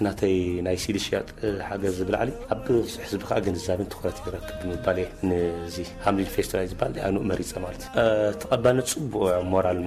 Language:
Tigrinya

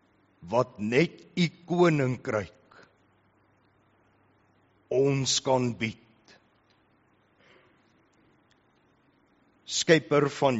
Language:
Afrikaans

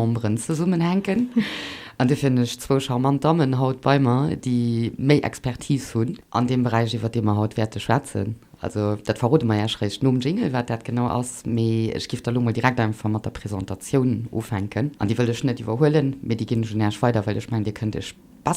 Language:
Luxembourgish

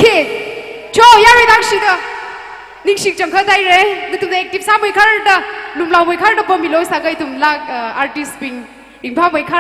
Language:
Tangkhul Naga (India)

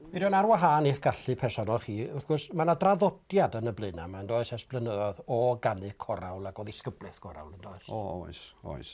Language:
Welsh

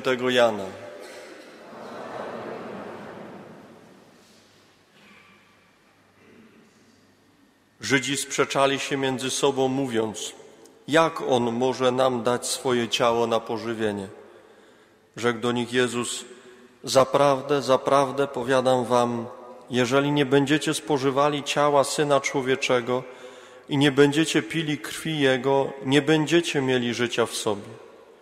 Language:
Polish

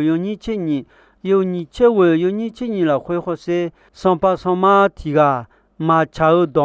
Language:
Akha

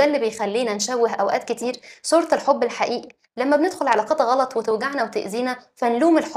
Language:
Egyptian Arabic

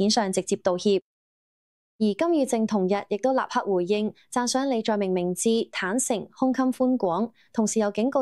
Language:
Cantonese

